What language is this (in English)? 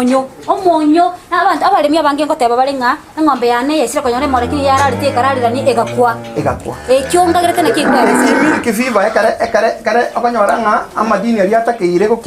Gusii